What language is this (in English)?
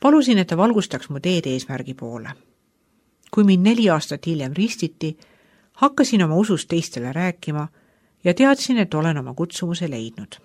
Estonian